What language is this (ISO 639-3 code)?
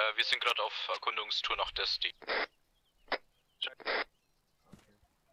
deu